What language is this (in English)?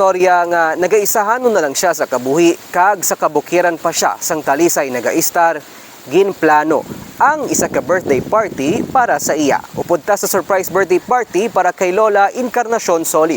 Hiligaynon